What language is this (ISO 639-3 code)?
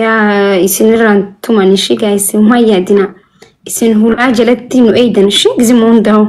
orm